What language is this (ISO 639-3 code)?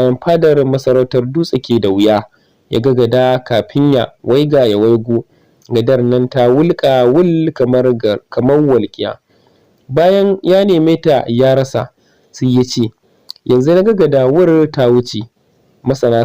hau